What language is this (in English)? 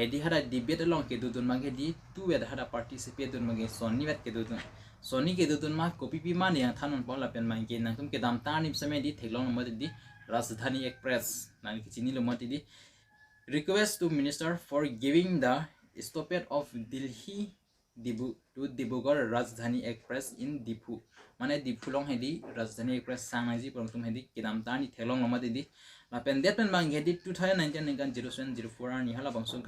Karbi